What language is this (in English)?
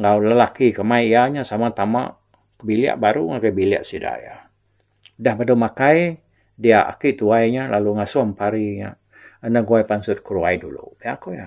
Iban